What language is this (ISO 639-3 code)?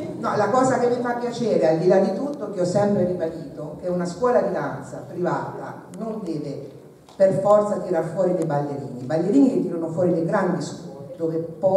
ita